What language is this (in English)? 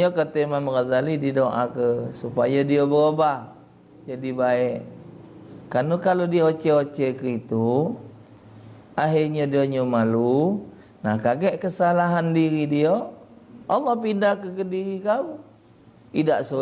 Musi